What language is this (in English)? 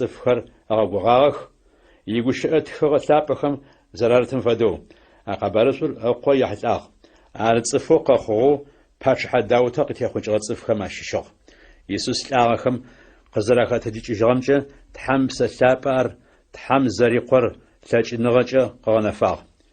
Adyghe